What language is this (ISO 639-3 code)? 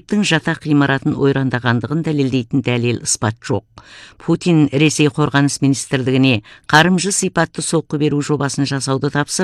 kaz